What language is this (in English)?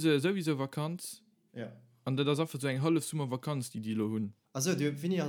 Luxembourgish